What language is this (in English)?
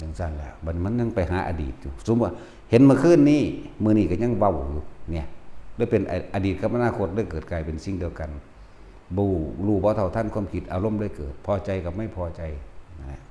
Northeastern Thai